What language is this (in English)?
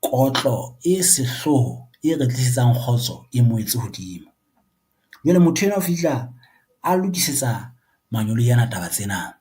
Southern Sotho